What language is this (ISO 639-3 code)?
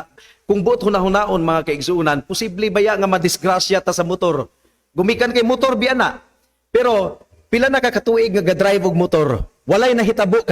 ceb